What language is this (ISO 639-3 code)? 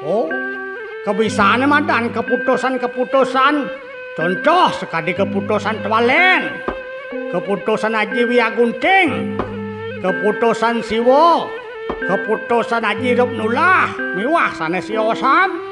ban